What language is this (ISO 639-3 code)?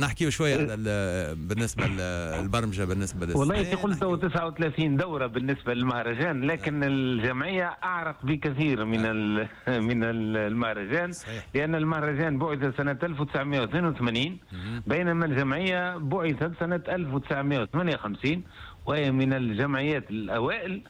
aeb